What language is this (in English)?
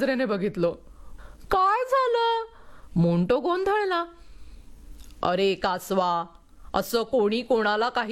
Marathi